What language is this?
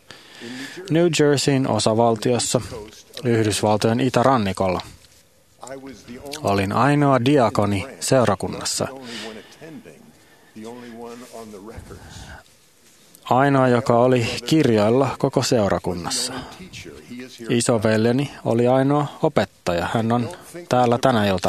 Finnish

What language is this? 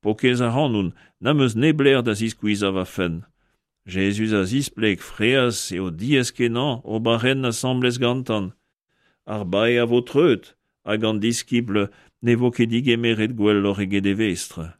Breton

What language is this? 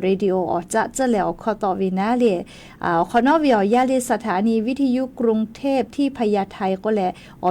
Lahu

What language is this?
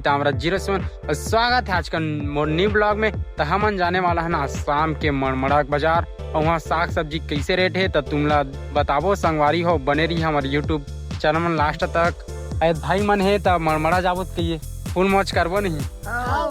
Chhattisgarhi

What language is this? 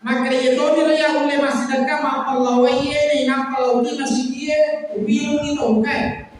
Buginese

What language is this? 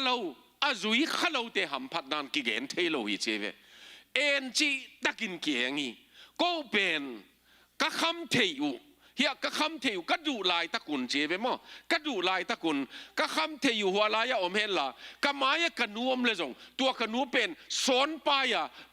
Tedim Chin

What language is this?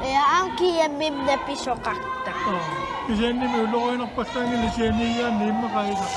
Kalaallisut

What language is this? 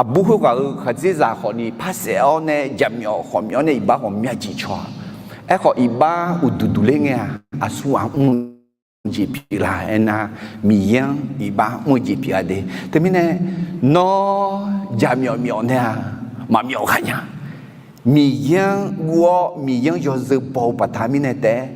Akha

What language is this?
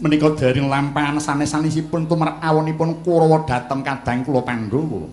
Javanese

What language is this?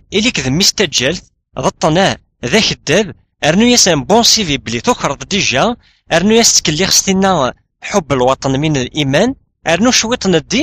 Kabyle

